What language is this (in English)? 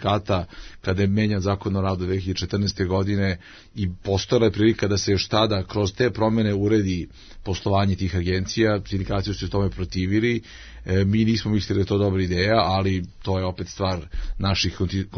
Serbian